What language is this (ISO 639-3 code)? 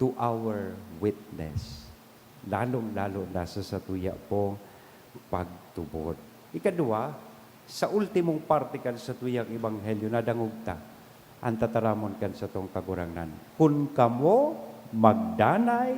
bik